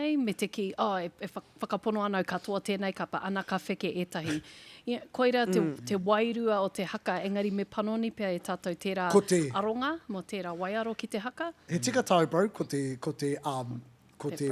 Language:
Māori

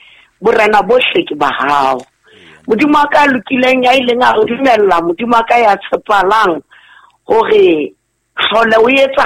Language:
Southern Sotho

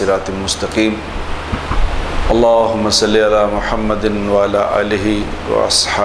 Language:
Urdu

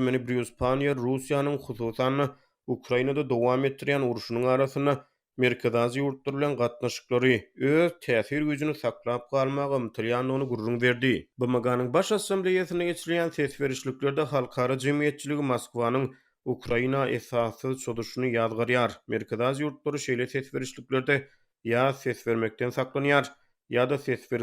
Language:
Turkmen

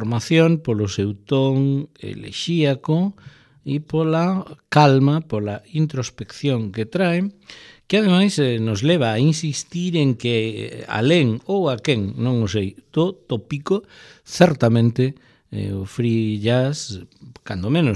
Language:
Galician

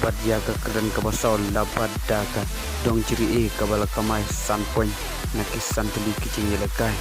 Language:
Khasi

